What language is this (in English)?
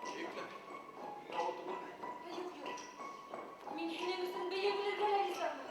Bashkir